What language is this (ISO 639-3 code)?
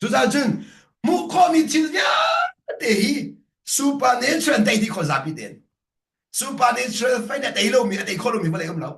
cnh